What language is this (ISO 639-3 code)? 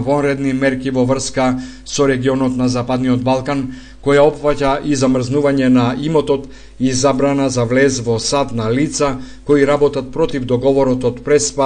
mkd